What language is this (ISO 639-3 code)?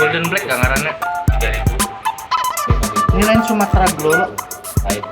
bjn